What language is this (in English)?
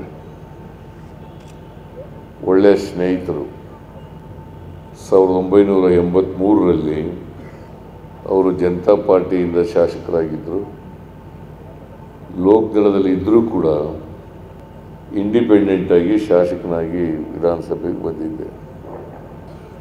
Kannada